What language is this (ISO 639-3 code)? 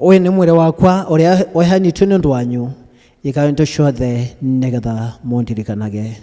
kik